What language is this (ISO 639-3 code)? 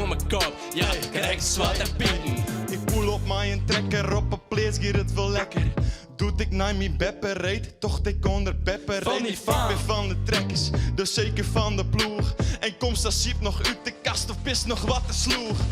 fry